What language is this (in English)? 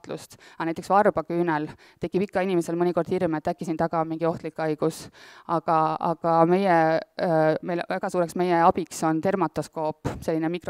Estonian